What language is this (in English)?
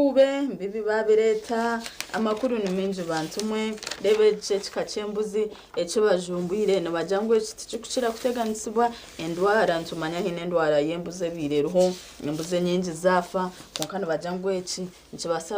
Nyankole